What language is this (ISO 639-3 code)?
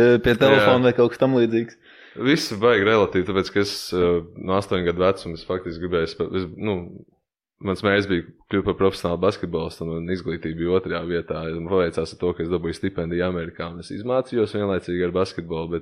lav